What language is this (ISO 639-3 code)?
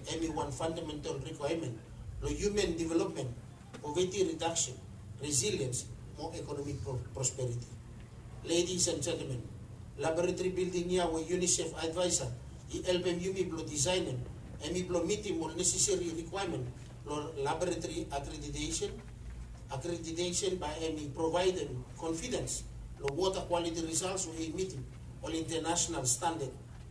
bis